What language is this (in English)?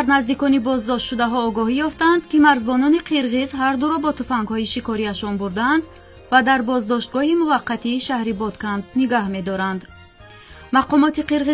Tajik